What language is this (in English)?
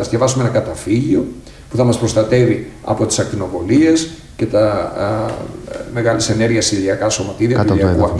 Greek